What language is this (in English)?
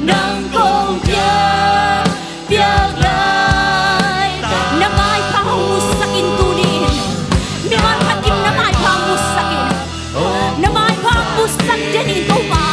Tedim Chin